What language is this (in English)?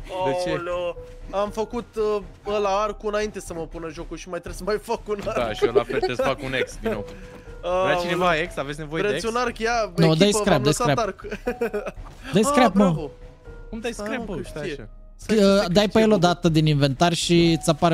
Romanian